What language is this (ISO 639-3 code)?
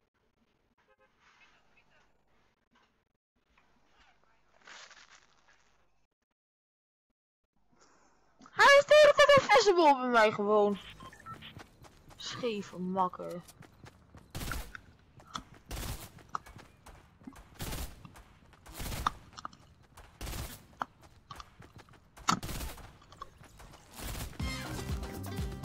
nld